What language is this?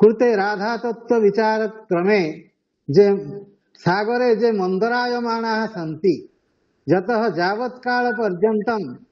Sanskrit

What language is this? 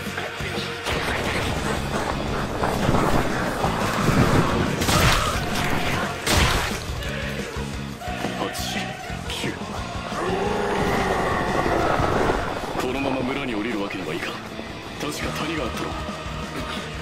Japanese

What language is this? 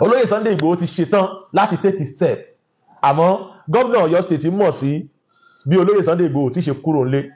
Yoruba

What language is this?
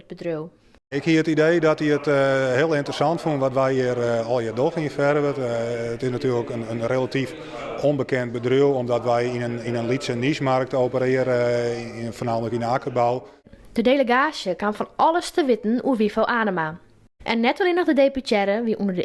Western Frisian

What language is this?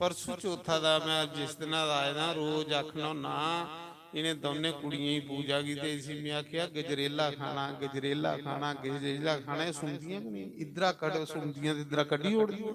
Dogri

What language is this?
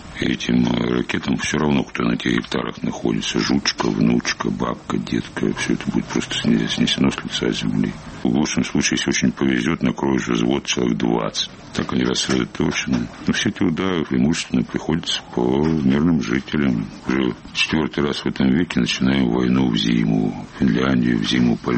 Russian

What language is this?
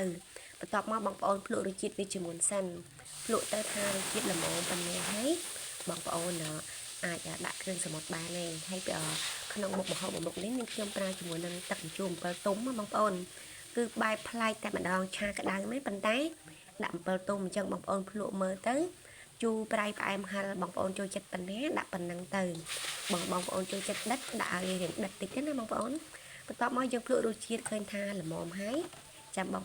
Khmer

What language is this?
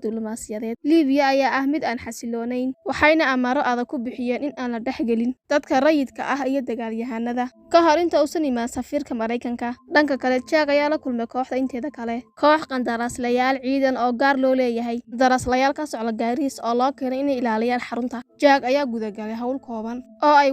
Somali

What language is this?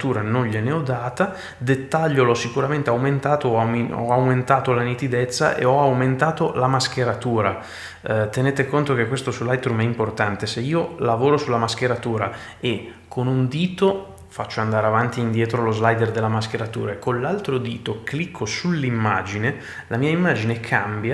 Italian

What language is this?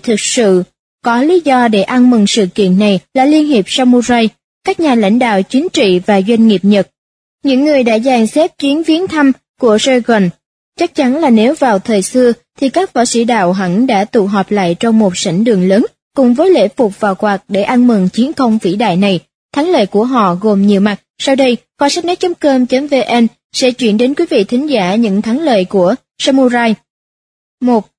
Vietnamese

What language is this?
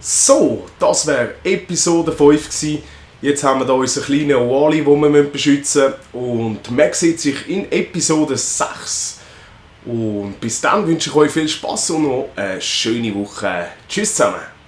Swiss German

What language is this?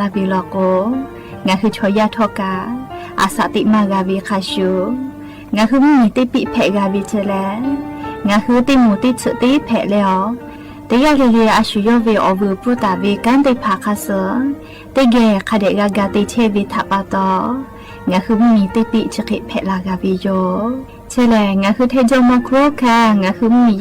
Lahu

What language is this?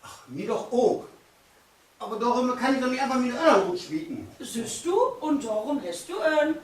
Low German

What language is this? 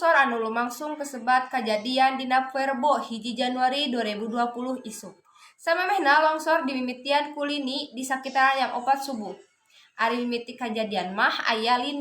Sundanese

